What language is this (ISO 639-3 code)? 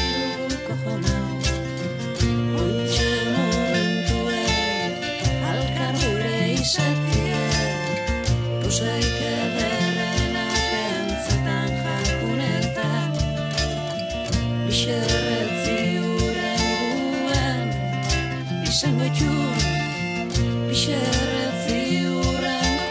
eus